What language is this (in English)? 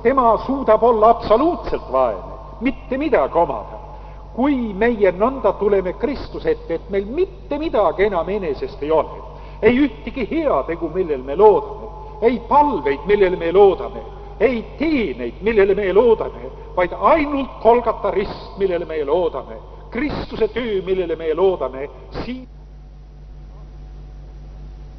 Estonian